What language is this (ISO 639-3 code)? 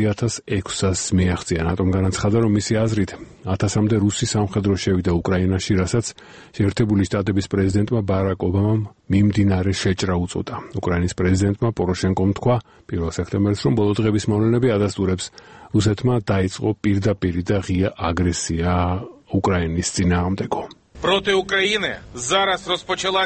kat